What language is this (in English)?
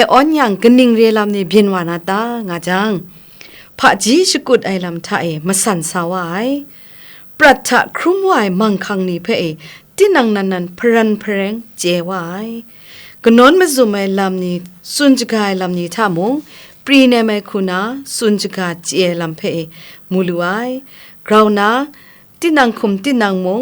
Kachin